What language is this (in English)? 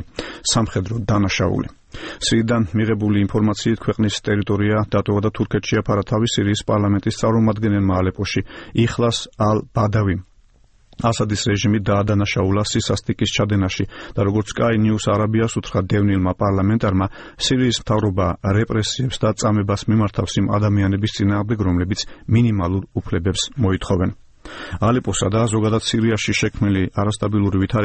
Georgian